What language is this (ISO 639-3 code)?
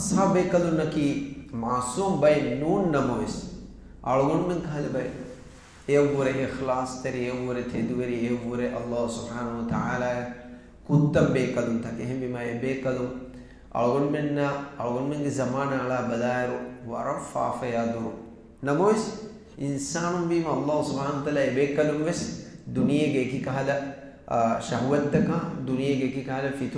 div